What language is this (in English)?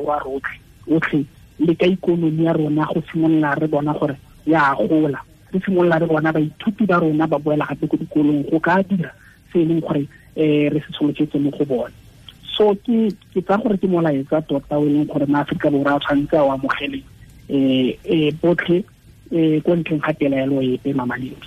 Tswana